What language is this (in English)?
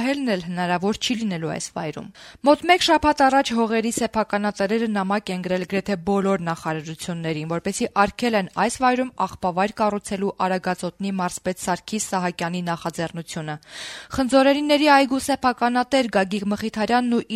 Armenian